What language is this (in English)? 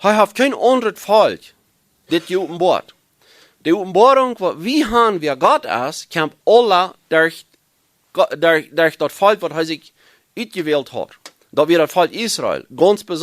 Plautdietsch